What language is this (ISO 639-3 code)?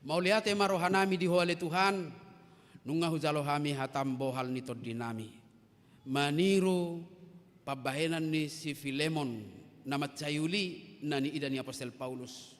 bbc